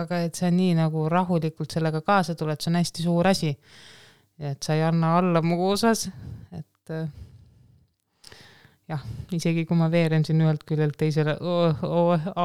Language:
Estonian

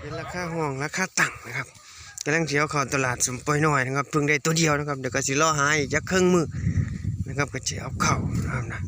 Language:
Northeastern Thai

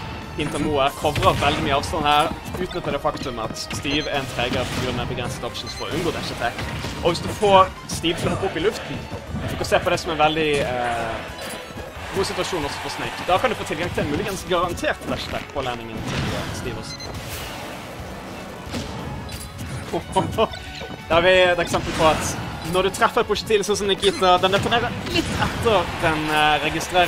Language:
Norwegian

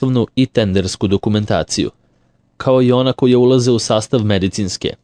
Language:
Serbian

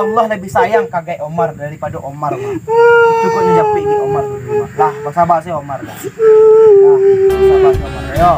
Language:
Minangkabau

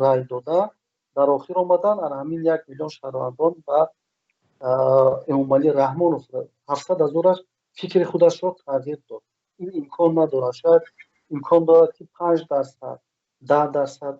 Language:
Tajik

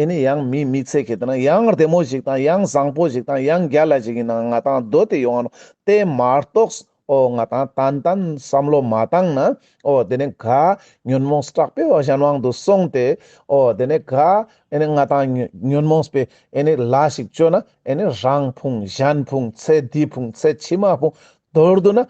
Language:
Ladakhi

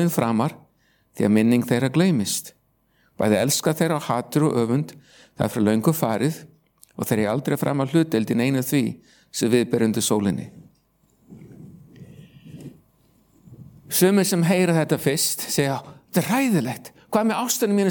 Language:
Icelandic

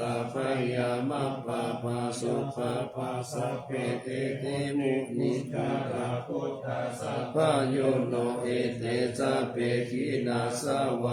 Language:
Pali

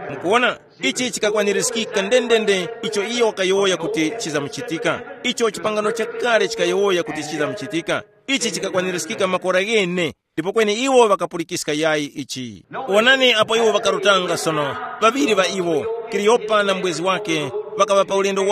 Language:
Tumbuka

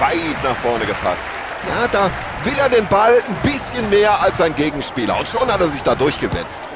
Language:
Bavarian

